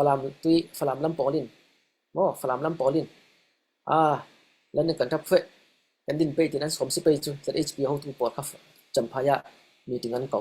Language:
Falam Chin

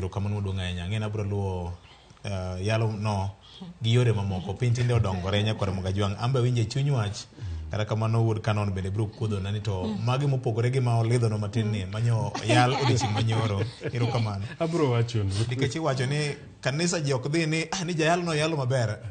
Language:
Luo (Kenya and Tanzania)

